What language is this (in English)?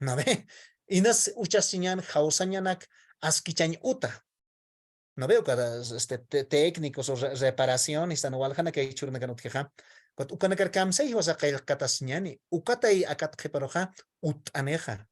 Aymara